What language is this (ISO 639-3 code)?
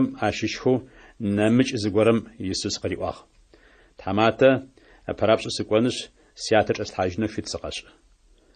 ady